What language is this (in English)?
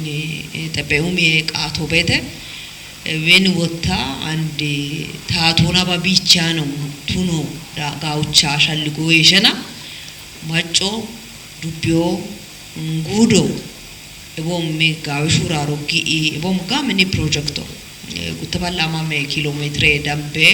Kafa